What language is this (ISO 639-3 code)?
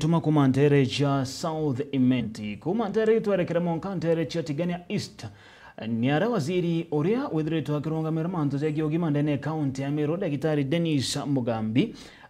mer